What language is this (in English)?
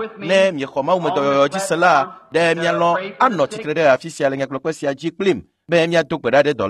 Ewe